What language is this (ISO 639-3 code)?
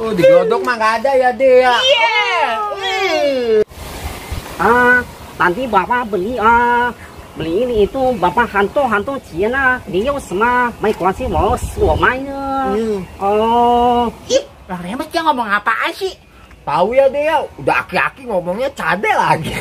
bew